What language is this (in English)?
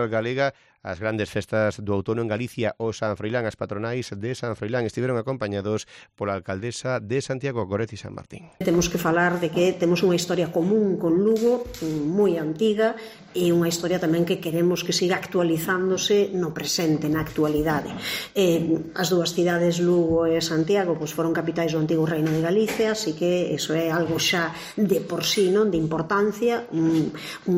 Galician